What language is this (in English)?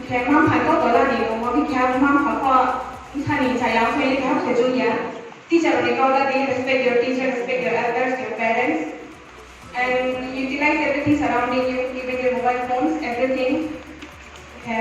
Riang (India)